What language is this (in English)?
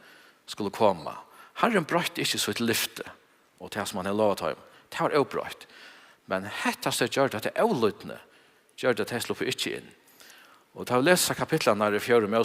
Faroese